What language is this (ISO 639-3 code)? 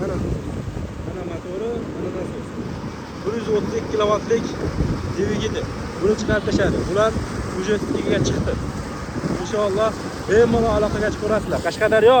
uzb